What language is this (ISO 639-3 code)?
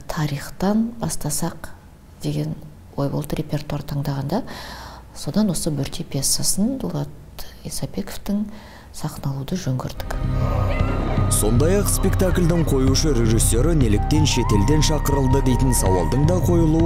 kaz